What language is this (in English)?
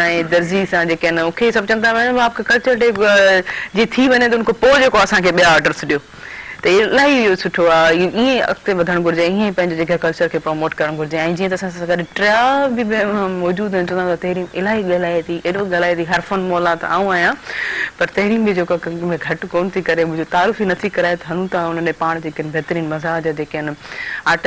Sindhi